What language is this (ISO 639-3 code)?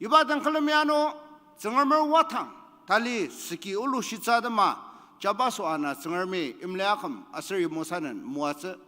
njo